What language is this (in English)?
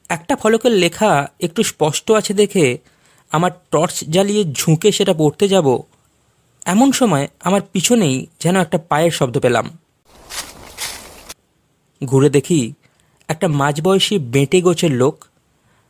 Bangla